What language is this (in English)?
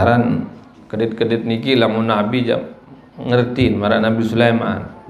Sasak